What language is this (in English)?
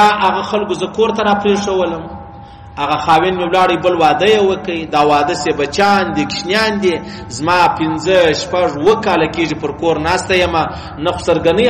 Pashto